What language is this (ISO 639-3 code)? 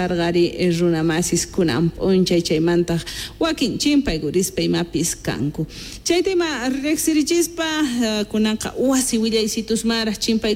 quh